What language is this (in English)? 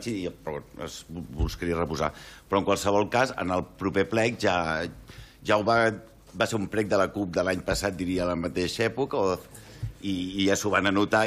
Catalan